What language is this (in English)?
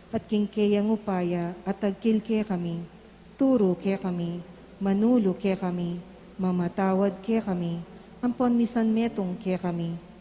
Pampanga